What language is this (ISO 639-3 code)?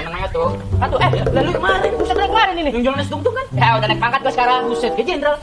bew